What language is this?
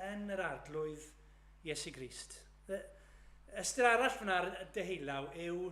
Welsh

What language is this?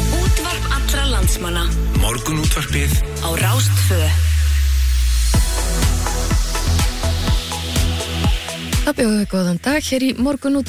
Icelandic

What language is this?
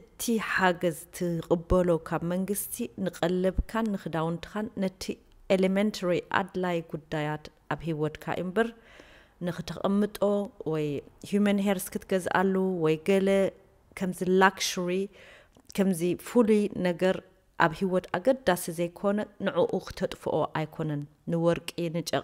Tigrinya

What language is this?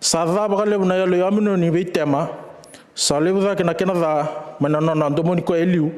Fijian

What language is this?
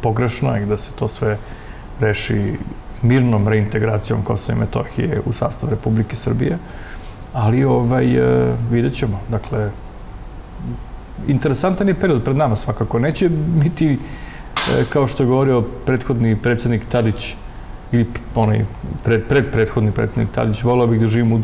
Serbian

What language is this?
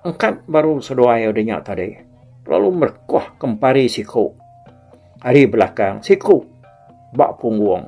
Iban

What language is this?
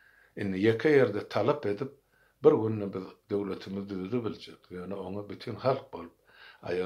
Turkmen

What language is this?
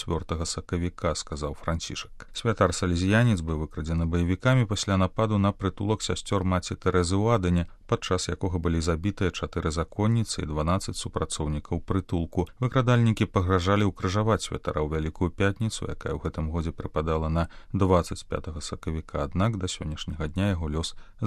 Belarusian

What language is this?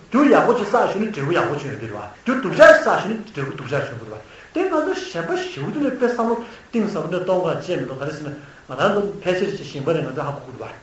Tibetan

